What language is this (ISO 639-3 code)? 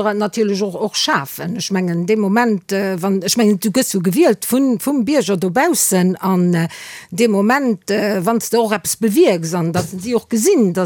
ltz